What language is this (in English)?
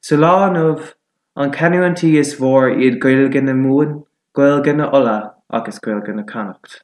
Irish